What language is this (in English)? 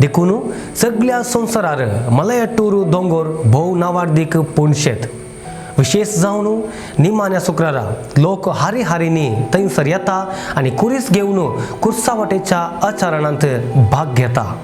Konkani